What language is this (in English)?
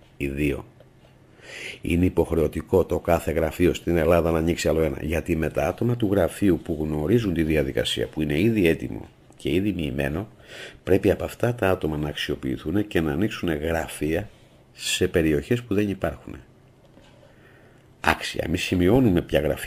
Greek